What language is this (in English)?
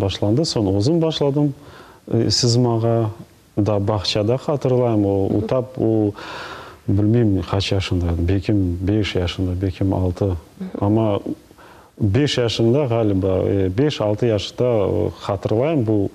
Crimean Tatar